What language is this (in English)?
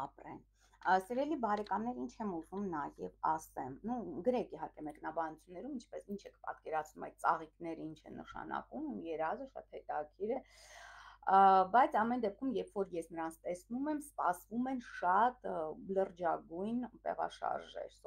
Armenian